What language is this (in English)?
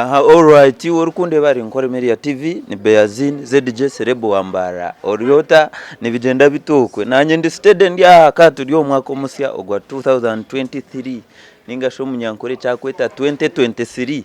Nyankole